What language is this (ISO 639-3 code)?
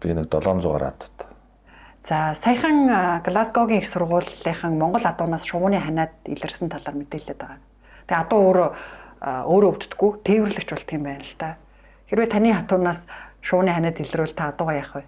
mon